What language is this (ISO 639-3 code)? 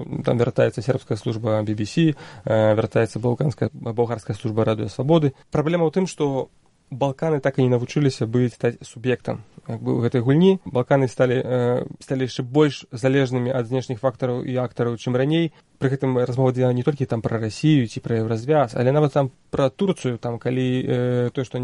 bel